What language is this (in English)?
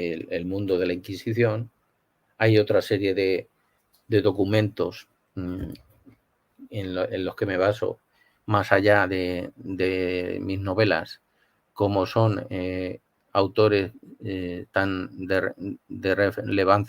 Ladino